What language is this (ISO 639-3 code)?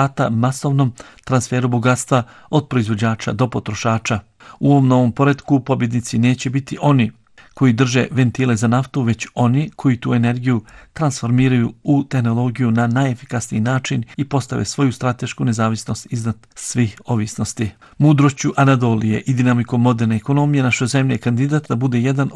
bos